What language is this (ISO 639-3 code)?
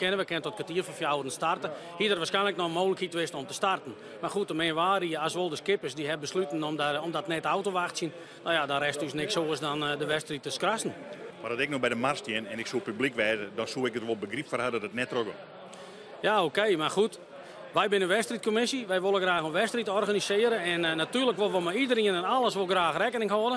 fry